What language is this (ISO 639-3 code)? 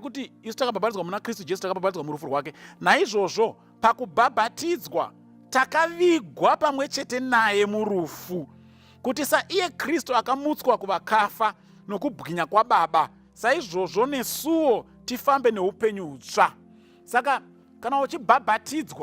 sna